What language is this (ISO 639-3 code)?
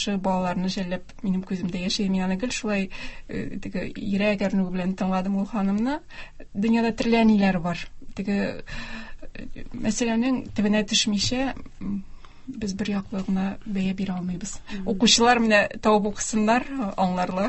tat